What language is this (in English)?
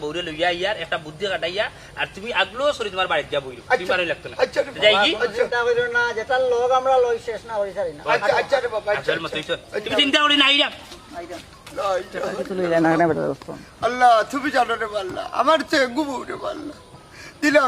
Sylheti